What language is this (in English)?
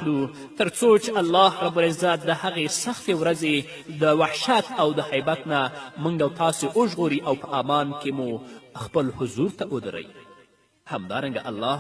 Pashto